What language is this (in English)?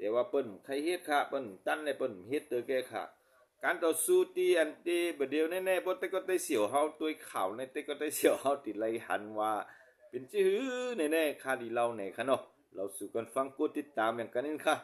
Shan